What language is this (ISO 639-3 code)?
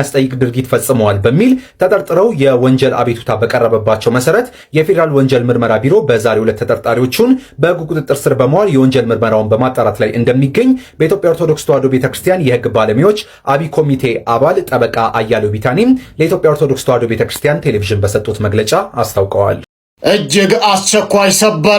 amh